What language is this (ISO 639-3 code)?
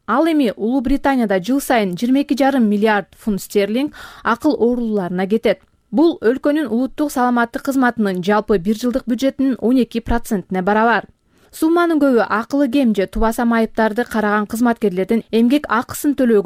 kir